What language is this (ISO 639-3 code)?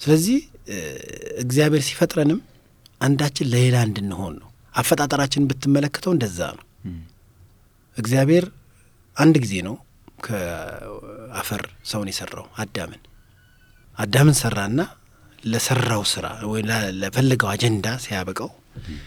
amh